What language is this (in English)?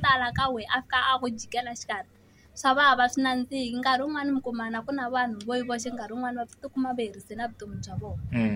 Tsonga